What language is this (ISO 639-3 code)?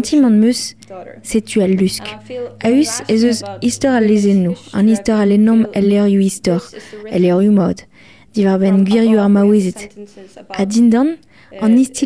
bre